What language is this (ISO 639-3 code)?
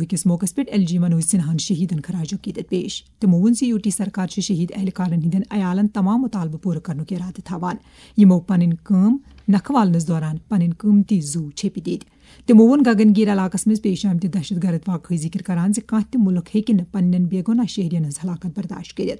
kas